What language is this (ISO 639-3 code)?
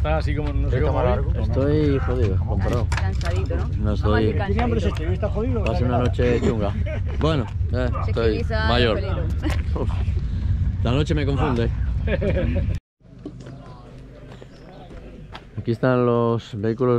spa